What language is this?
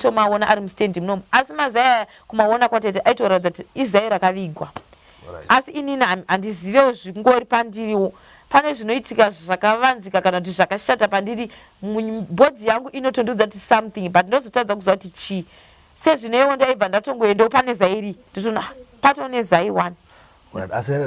Shona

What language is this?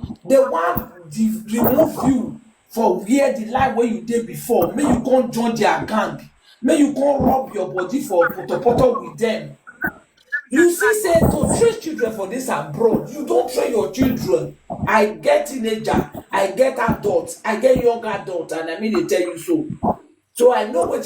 Nigerian Pidgin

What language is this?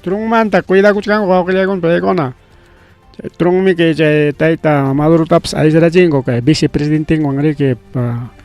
Ayacucho Quechua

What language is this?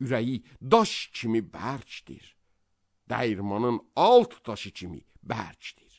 Azerbaijani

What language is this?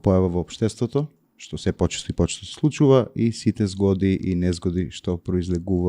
Macedonian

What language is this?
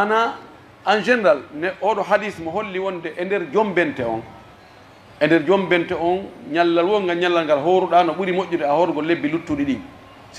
Pular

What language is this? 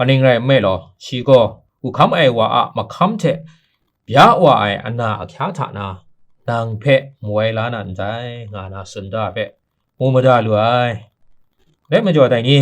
Kachin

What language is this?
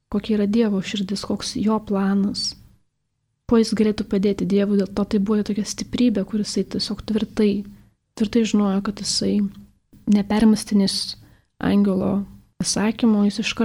Lithuanian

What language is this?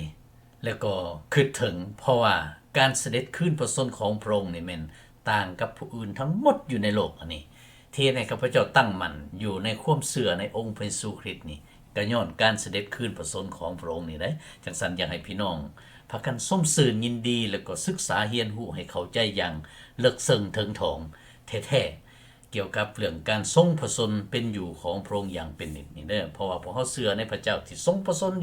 Lao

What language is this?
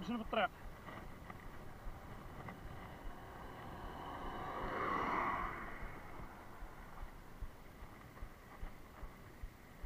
Moroccan Arabic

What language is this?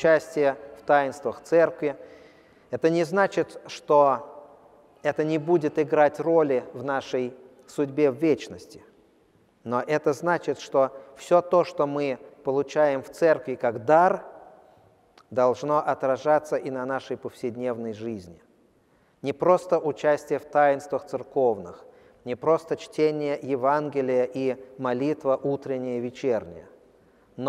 Russian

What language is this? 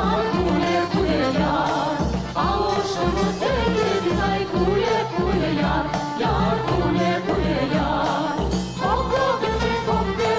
Crimean Tatar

